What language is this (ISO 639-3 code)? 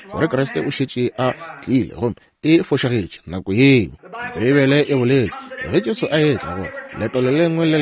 nso